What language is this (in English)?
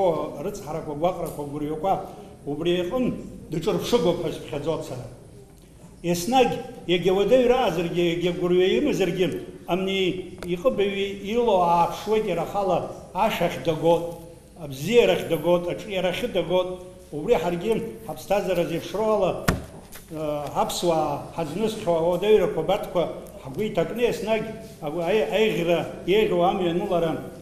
Abkhazian